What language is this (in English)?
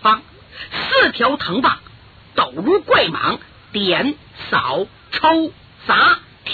Chinese